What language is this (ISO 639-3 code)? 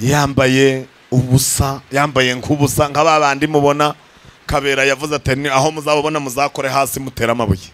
kin